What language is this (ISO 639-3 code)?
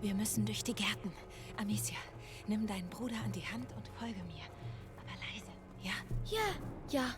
bar